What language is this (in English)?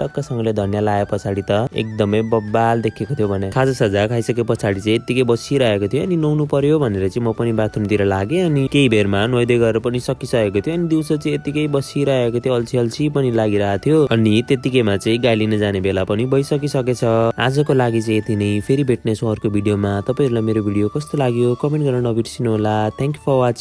Nepali